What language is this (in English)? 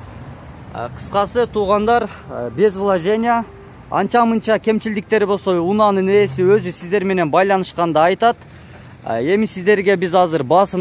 Kyrgyz